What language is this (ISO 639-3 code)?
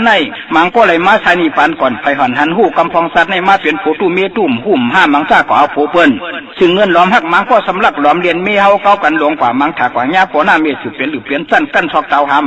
shn